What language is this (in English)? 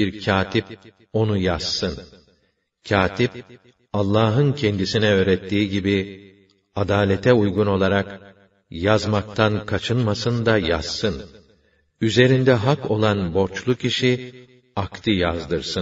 Turkish